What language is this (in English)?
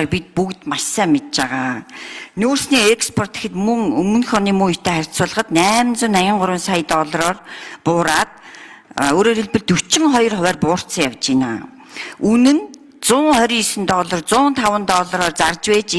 Mongolian